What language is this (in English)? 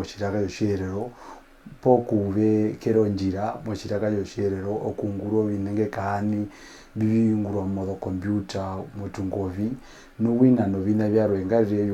Herero